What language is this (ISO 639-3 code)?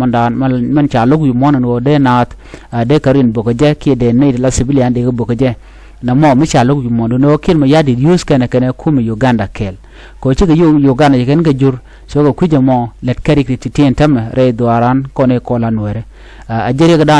nus